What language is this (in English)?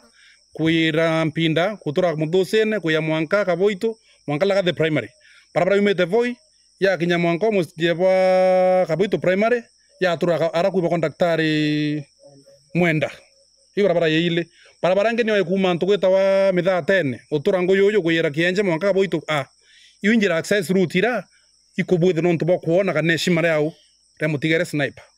Meru